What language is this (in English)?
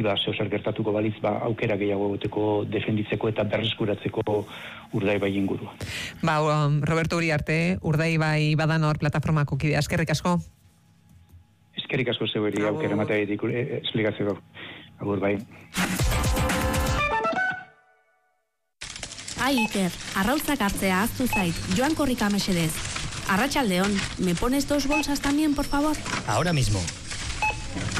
Basque